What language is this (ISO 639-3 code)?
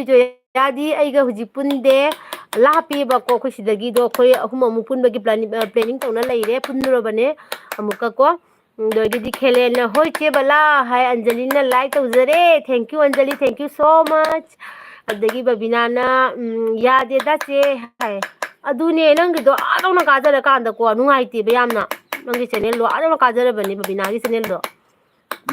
mni